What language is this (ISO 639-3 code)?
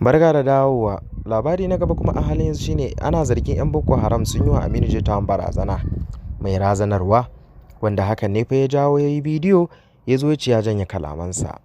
hau